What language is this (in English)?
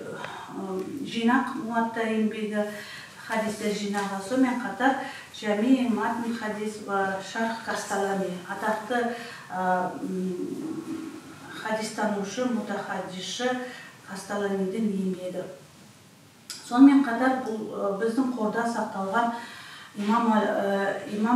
Kazakh